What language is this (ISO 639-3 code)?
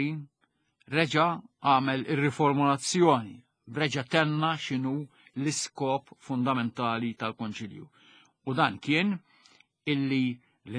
mlt